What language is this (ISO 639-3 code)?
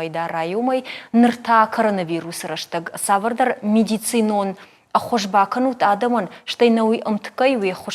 oss